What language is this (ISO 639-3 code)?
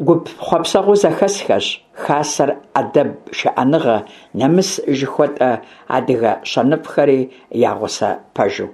kbd